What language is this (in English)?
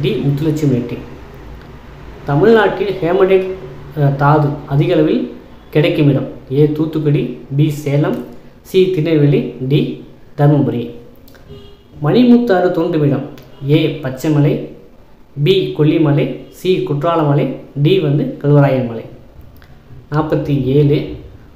Tamil